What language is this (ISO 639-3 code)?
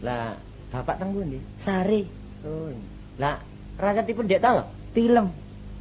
jav